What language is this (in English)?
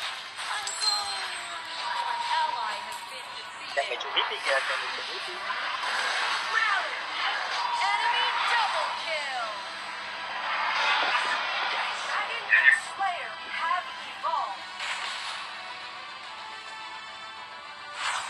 Vietnamese